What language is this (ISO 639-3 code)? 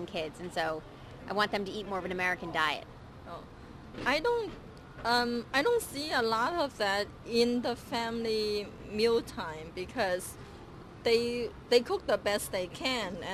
eng